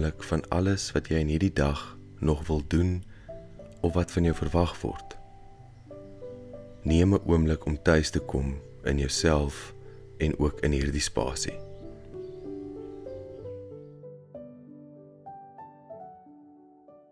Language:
Afrikaans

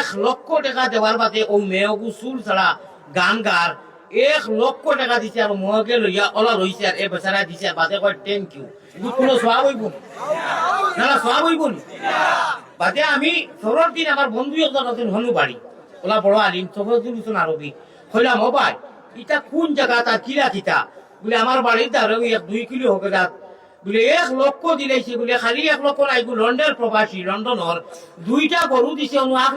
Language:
Sylheti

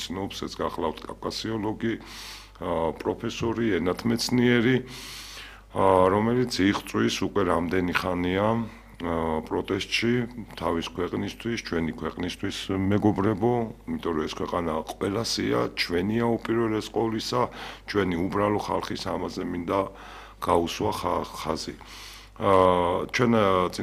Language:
Georgian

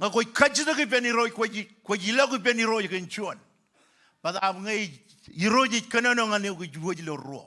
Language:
Marshallese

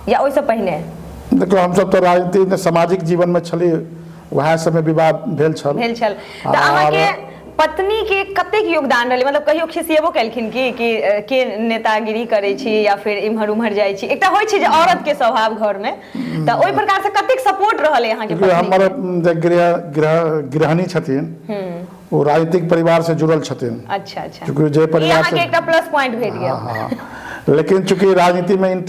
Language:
Maithili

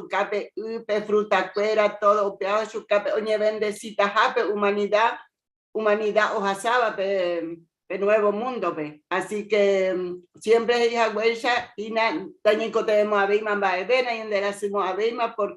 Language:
Guarani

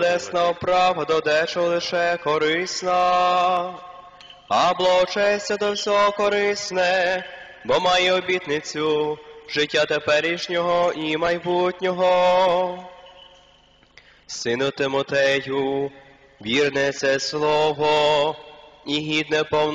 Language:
Ukrainian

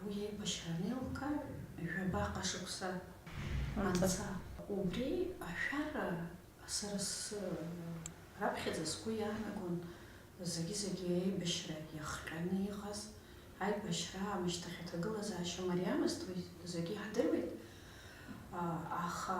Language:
Abkhazian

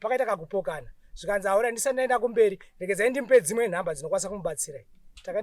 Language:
Shona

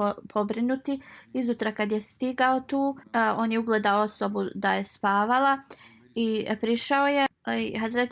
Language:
Bosnian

